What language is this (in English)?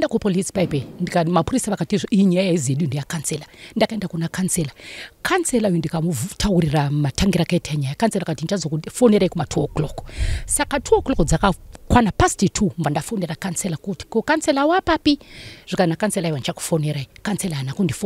Shona